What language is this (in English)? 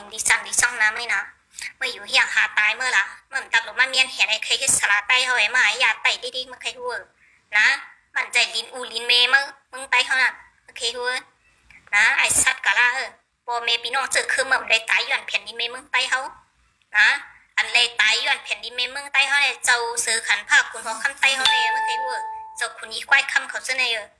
Shan